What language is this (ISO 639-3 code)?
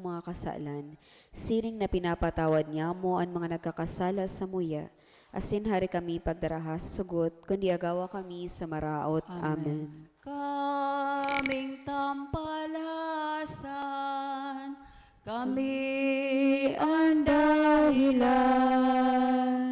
bik